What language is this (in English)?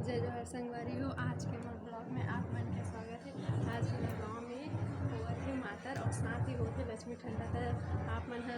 Chhattisgarhi